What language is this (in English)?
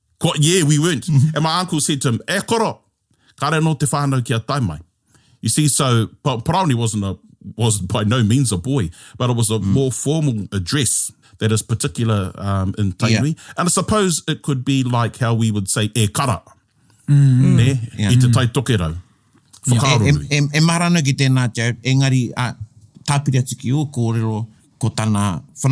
Māori